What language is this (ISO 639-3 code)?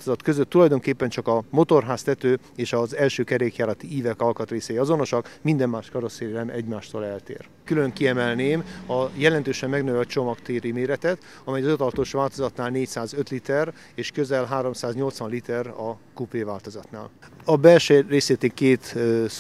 hun